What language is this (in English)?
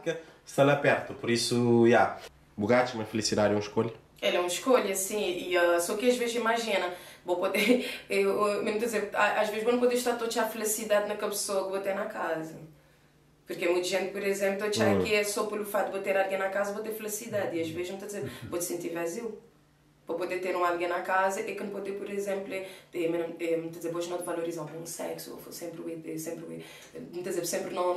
Kabuverdianu